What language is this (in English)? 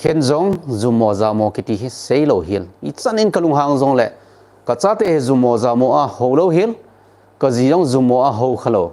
Thado Chin